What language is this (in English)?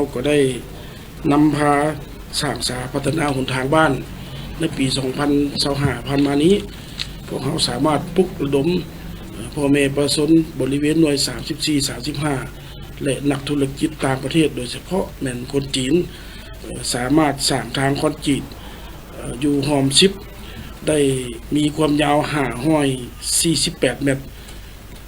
Lao